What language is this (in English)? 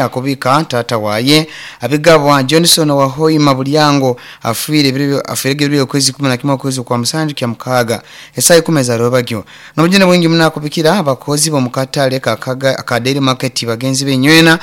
Nyoro